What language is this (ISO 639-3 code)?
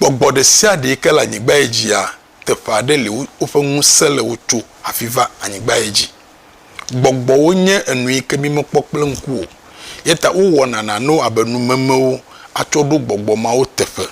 ewe